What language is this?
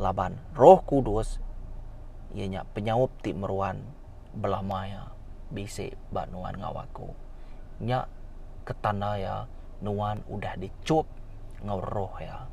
Iban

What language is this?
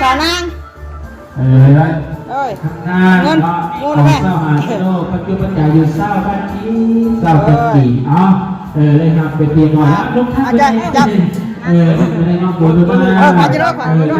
Northeastern Thai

